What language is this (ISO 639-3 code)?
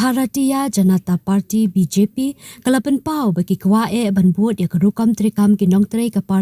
kha